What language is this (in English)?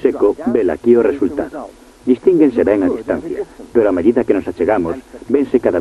Galician